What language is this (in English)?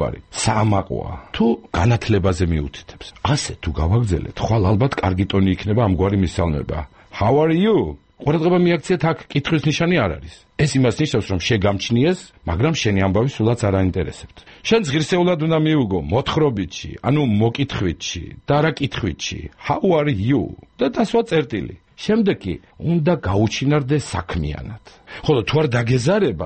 Georgian